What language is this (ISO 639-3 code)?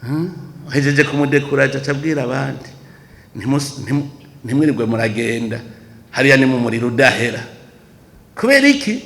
run